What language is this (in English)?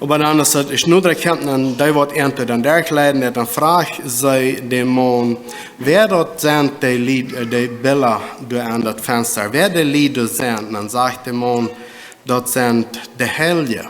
Plautdietsch